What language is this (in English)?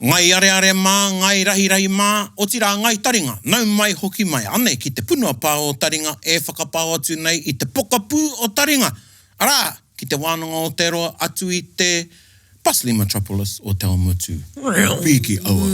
Māori